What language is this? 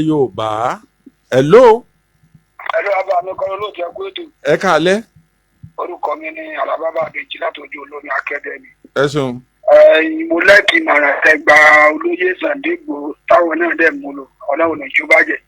Yoruba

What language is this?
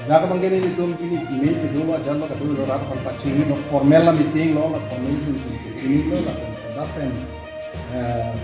Karbi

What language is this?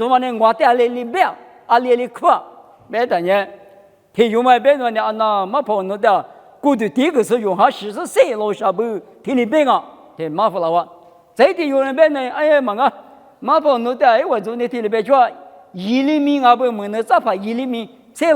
Lisu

